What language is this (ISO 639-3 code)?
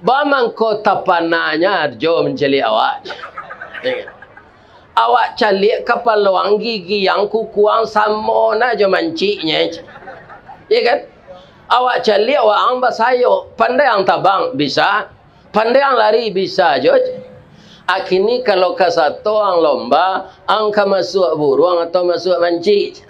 min